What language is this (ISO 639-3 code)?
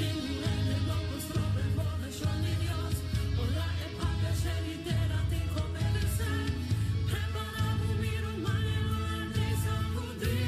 pap